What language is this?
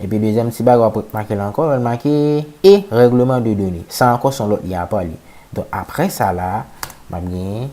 Haitian Creole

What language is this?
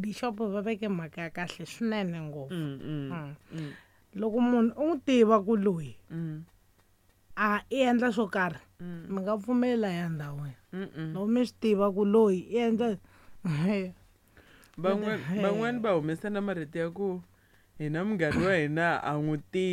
Tsonga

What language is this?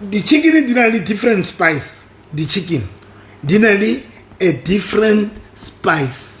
Southern Sotho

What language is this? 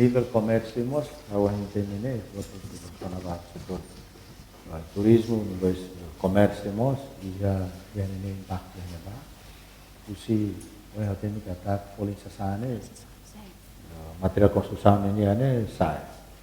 Tetum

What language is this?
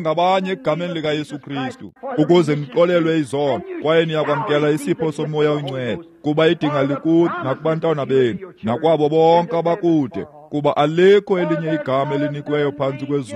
Xhosa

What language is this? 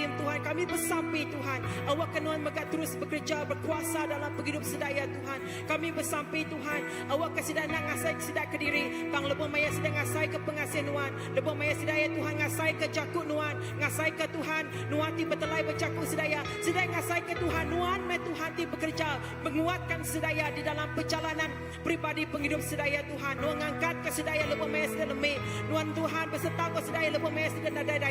Iban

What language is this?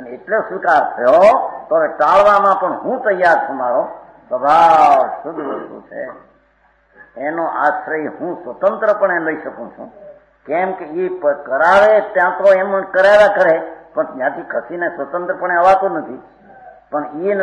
Gujarati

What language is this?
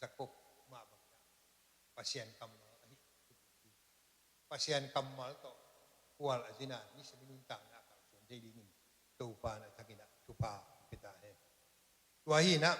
Tedim Chin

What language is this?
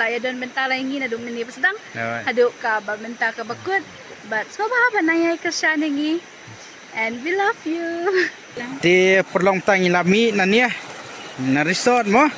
Khasi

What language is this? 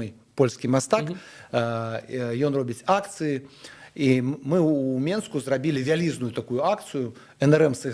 Belarusian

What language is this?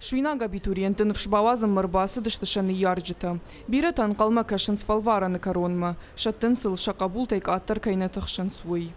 Ossetic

